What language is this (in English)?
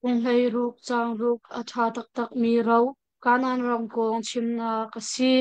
Hakha Chin